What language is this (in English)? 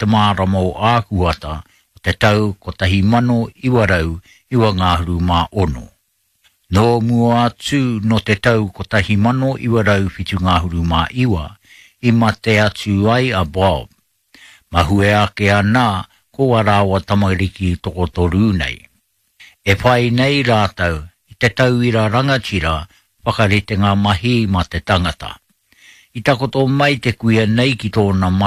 Māori